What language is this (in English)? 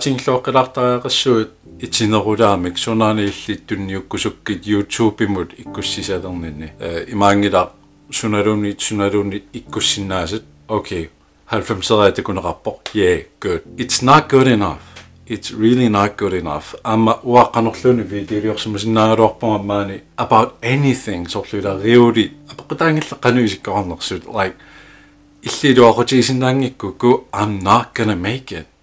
Kalaallisut